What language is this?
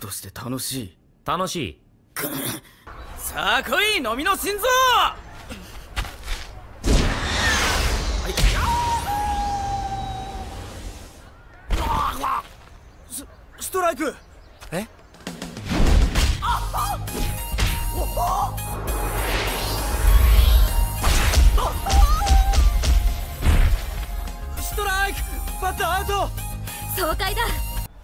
Japanese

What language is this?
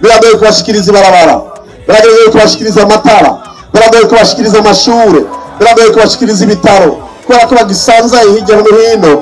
Rundi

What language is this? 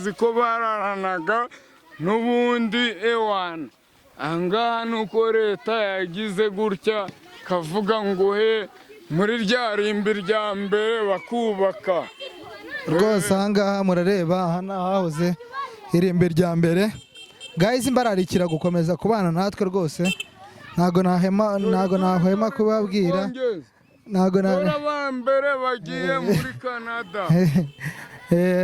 Kinyarwanda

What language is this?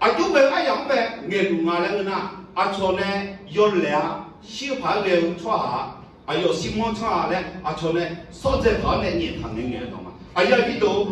Akha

